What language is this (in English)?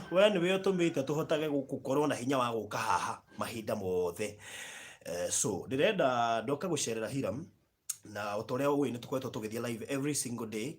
Kikuyu